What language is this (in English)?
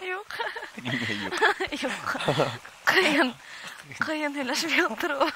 Bashkir